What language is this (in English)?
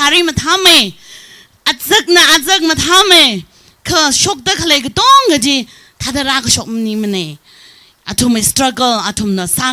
Tangkhul Naga (India)